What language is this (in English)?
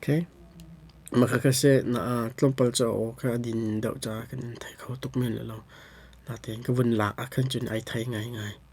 Hakha Chin